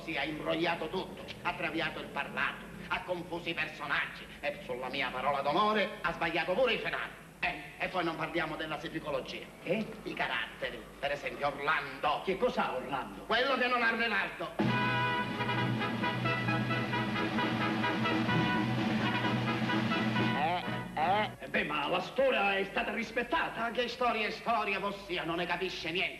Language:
Italian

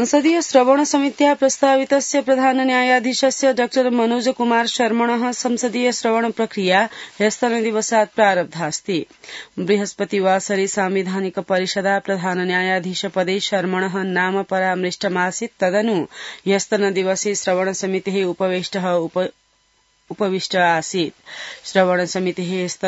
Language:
Sanskrit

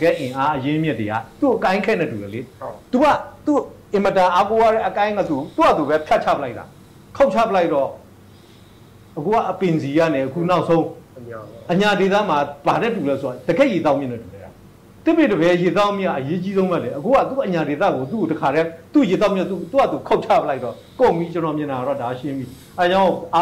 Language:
Burmese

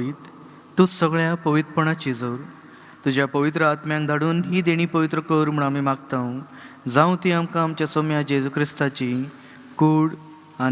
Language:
Konkani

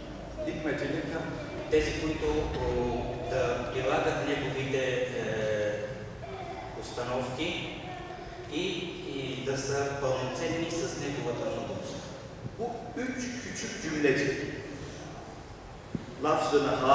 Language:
Bulgarian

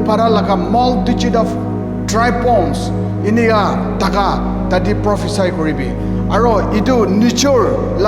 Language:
Naga Pidgin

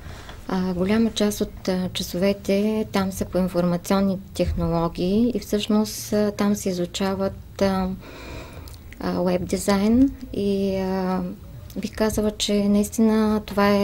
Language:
Bulgarian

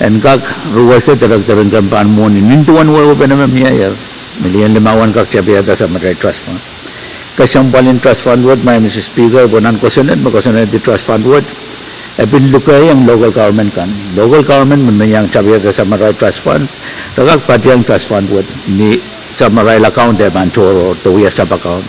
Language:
Pohnpeian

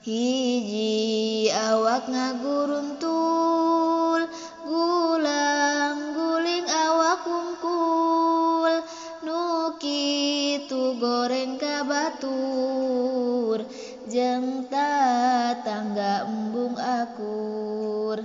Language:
Sundanese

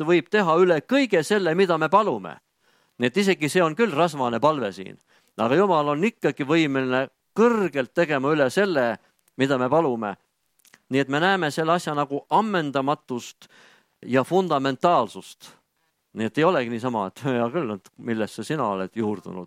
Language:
Estonian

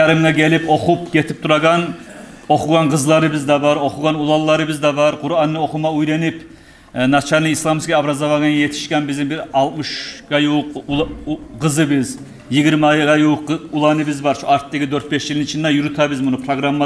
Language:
Kumyk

